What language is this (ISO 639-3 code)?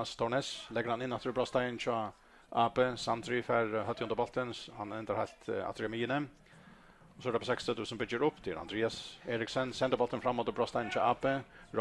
fao